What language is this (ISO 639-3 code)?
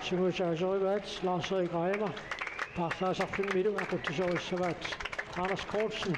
kal